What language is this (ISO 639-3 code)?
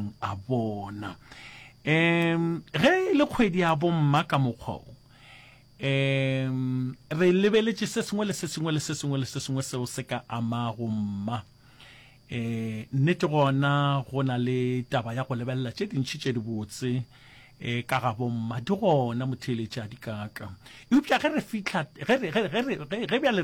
nso